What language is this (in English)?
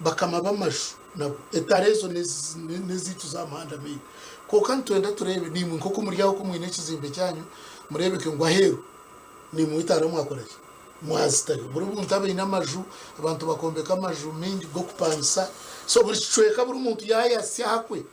Nyankole